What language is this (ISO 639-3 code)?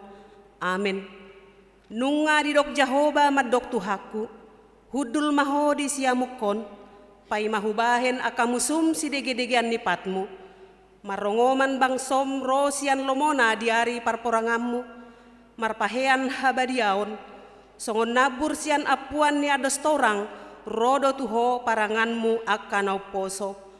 bbc